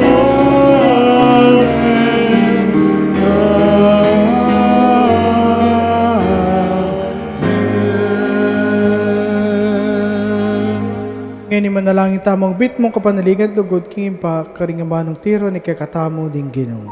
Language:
Pampanga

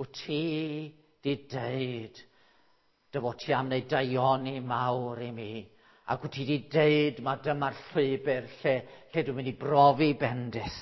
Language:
Welsh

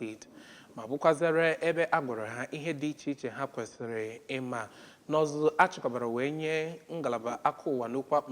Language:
Igbo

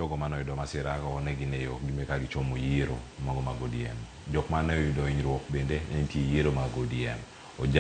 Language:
Luo (Kenya and Tanzania)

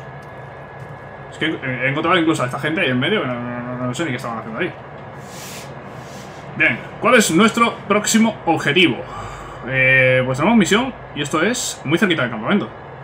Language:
Spanish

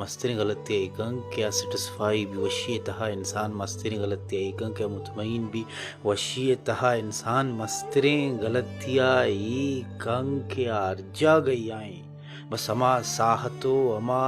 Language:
Baluchi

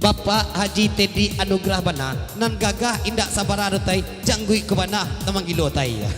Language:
Minangkabau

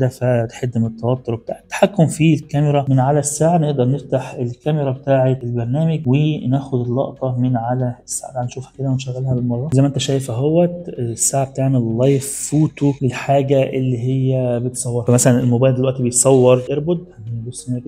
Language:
Egyptian Arabic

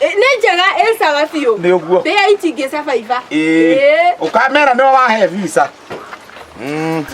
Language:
Kikuyu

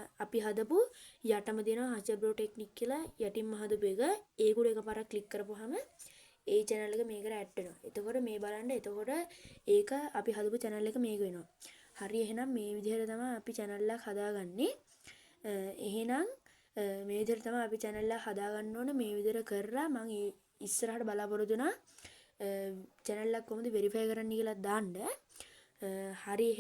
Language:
Sinhala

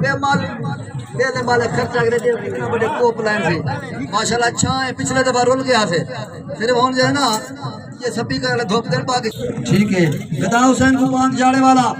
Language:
Saraiki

